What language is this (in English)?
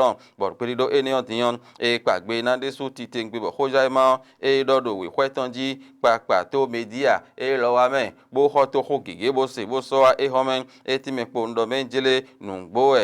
Fon